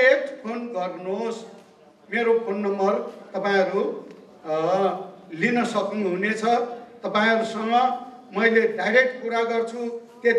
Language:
Nepali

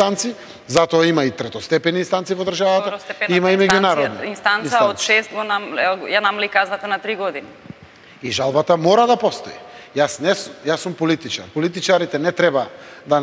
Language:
Macedonian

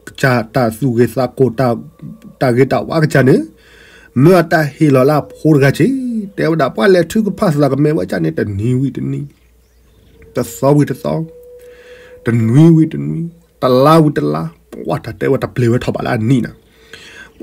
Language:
S'gaw Karen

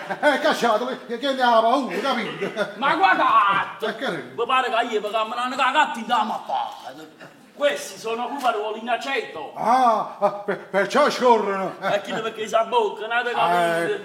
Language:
Neapolitan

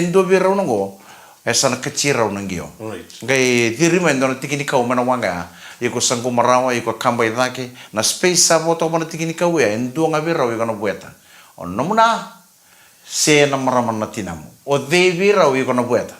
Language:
Fijian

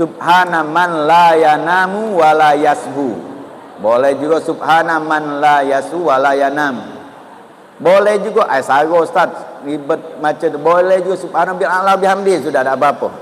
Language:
Musi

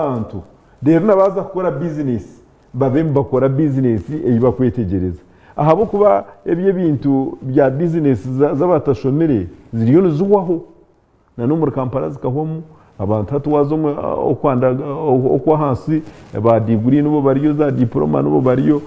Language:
Nyankole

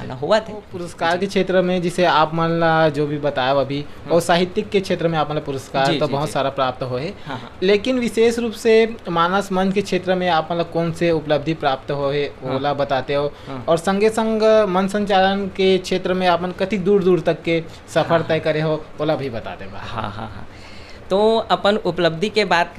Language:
Chhattisgarhi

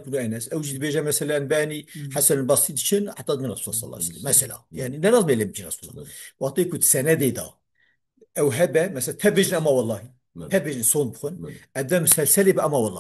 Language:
Kurdish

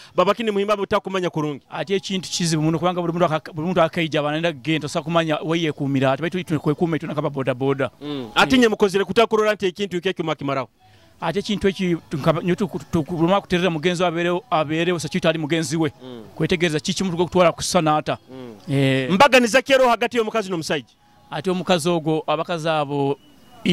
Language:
Nyoro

